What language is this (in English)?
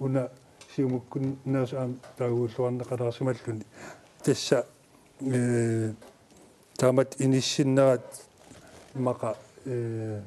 Kalaallisut